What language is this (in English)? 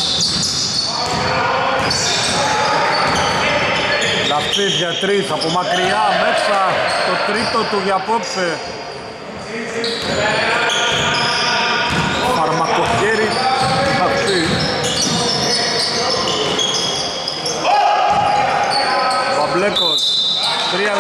Greek